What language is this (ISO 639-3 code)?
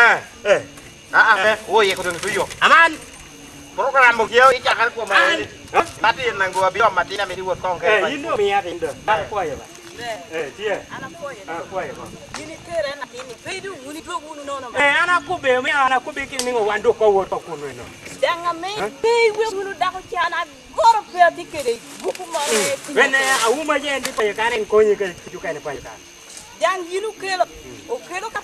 laj